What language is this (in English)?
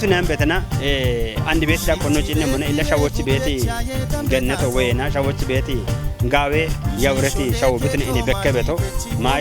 Kafa